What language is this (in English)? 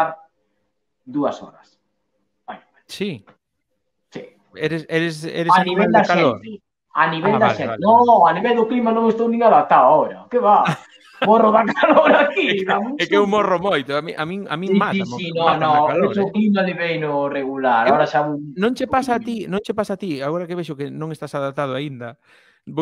Galician